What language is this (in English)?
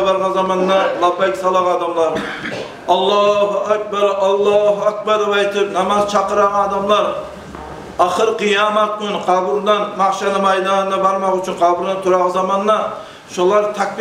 Kumyk